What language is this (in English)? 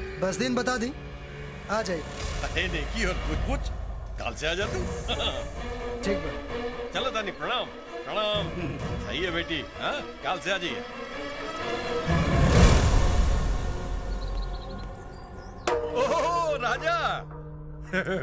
Bhojpuri